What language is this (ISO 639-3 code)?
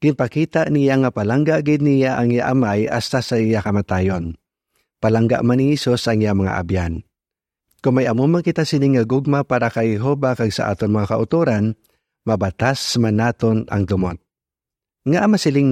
hil